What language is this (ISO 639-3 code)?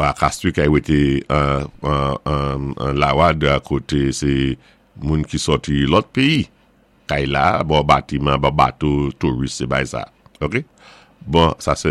acf